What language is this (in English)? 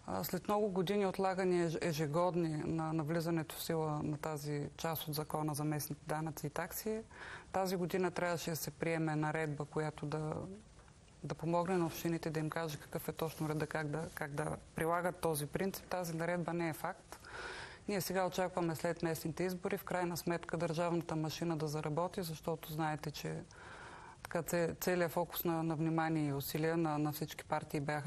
Bulgarian